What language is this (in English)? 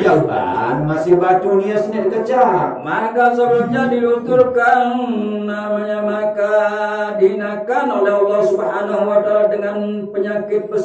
Sasak